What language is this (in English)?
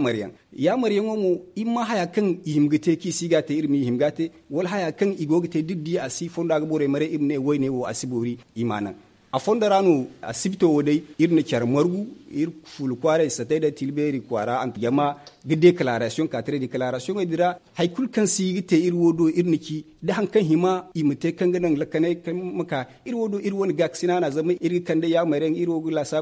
Zarma